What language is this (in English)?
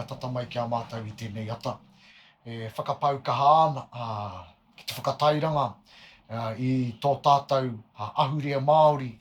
Māori